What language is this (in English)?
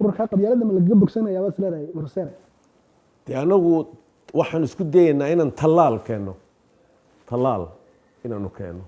Somali